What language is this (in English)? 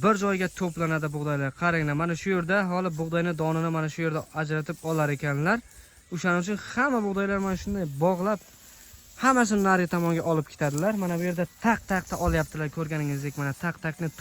Uzbek